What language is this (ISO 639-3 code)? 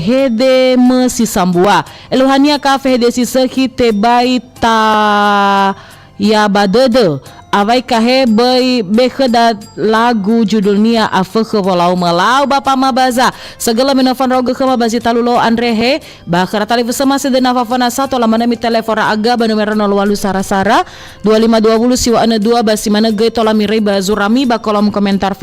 nia